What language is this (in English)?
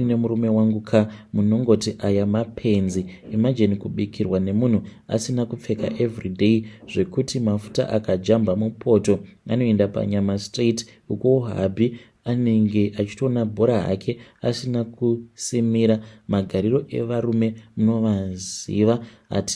Shona